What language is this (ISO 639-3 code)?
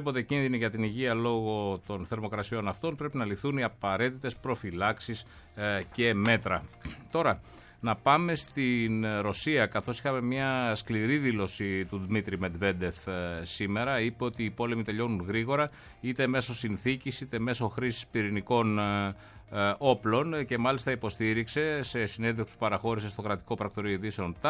ell